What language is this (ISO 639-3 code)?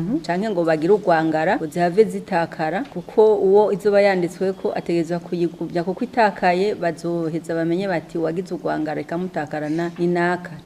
run